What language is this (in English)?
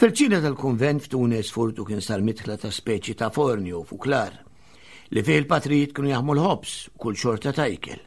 Maltese